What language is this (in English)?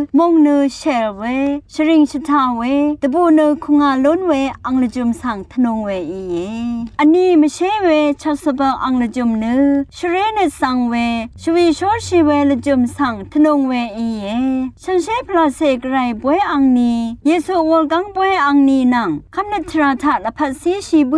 Rawang